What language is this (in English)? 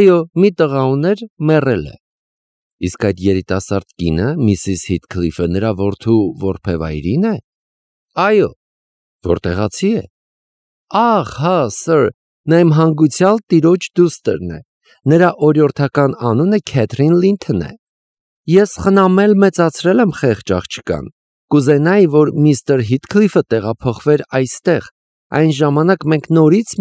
Armenian